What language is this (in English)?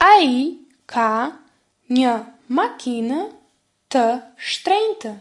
Albanian